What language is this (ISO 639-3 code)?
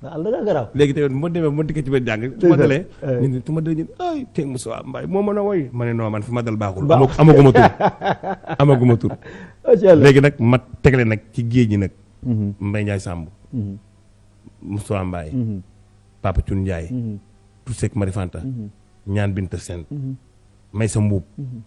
wol